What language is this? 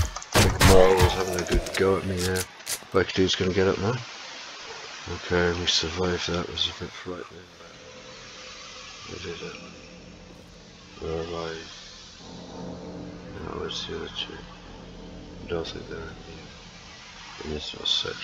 English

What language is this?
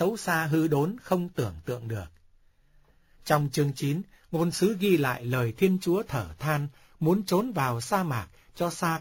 Vietnamese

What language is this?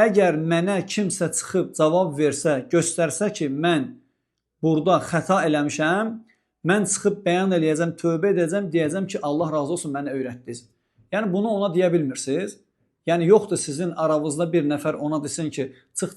Azerbaijani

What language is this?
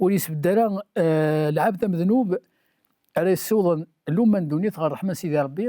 Kabyle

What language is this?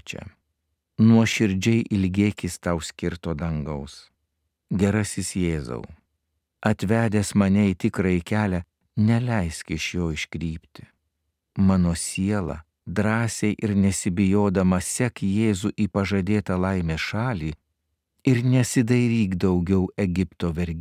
Lithuanian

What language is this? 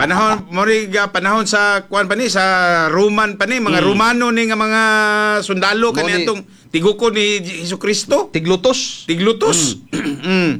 Cebuano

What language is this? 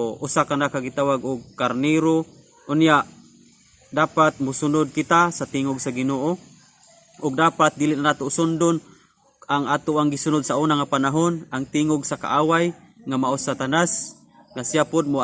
Cebuano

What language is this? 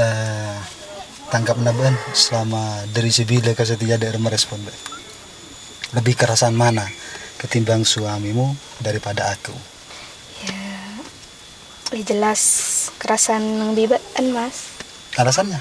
Madurese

